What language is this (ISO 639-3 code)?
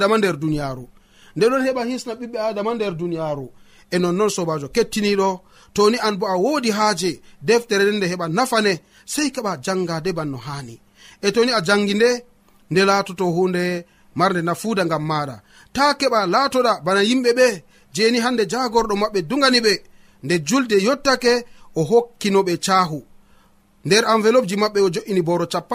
fuv